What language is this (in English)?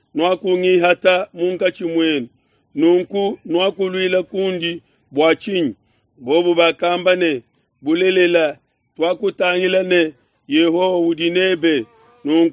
Luba-Lulua